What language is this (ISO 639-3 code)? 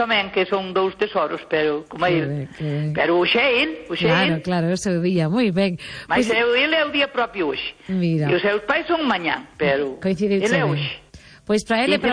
glg